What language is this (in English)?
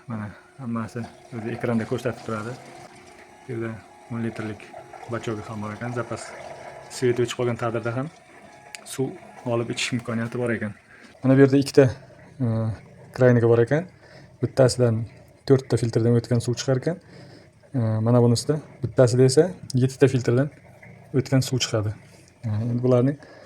Uzbek